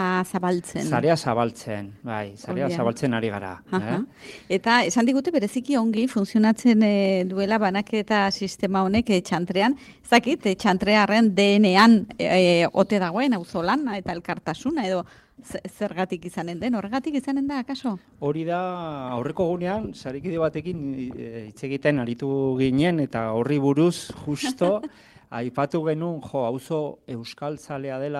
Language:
Basque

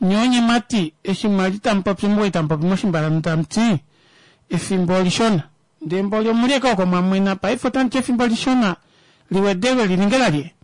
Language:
Kuanyama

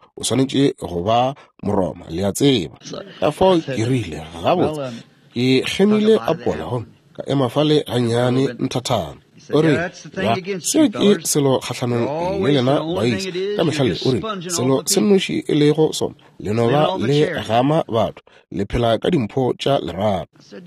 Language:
Northern Sotho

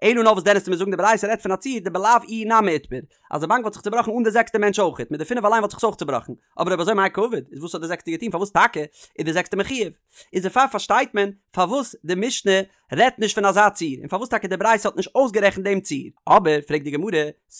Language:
Yiddish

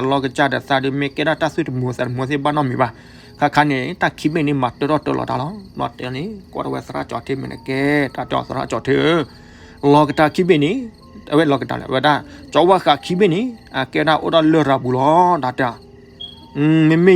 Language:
S'gaw Karen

